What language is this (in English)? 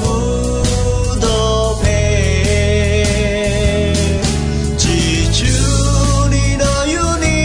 Akha